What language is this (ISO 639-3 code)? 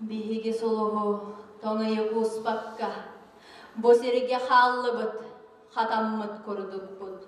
sah